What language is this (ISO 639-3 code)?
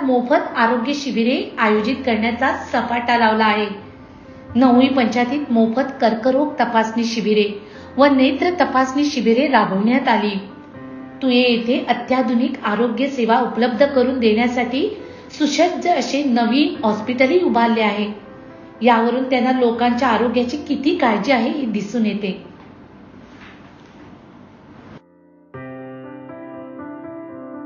mar